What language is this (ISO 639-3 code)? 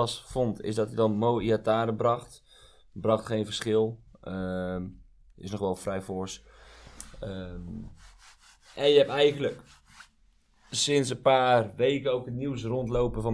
nld